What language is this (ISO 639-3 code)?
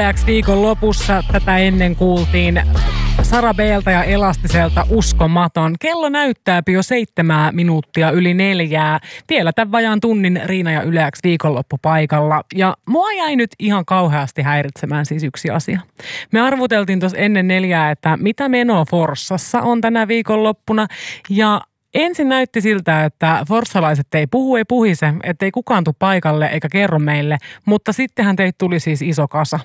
fin